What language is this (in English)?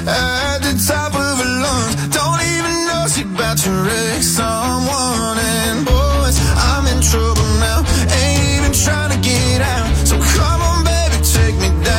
English